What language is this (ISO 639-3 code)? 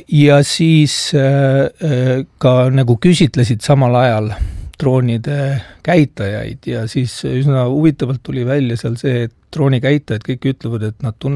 est